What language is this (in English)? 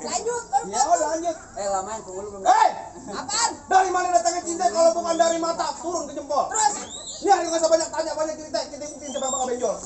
Betawi